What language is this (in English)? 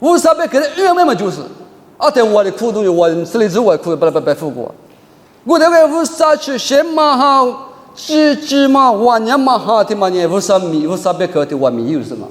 Lisu